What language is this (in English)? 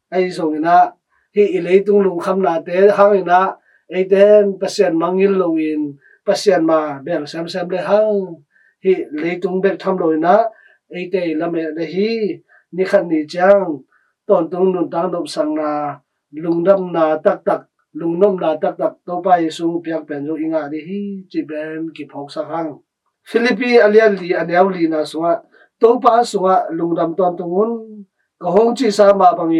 Tedim Chin